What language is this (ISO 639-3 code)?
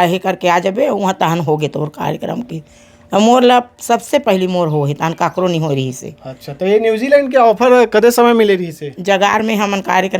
hne